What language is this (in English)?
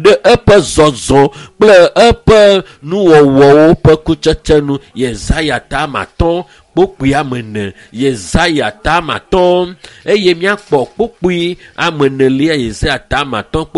Ewe